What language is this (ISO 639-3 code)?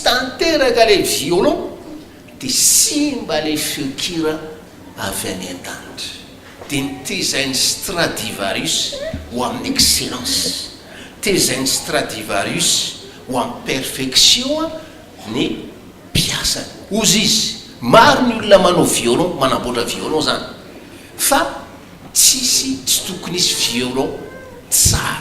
mlg